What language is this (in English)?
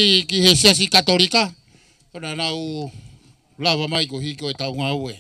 Tongan